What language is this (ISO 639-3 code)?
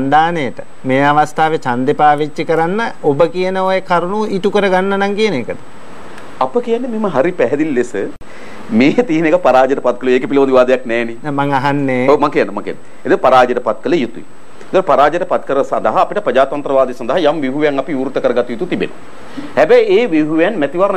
sin